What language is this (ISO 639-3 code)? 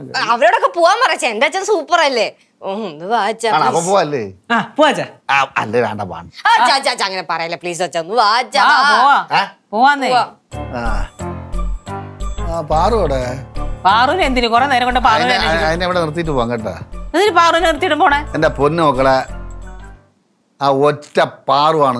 mal